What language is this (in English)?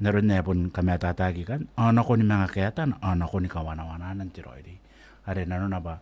Gilbertese